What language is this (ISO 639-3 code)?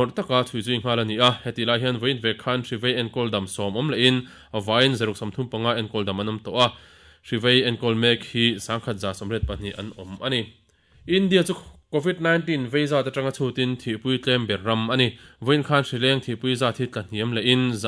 lus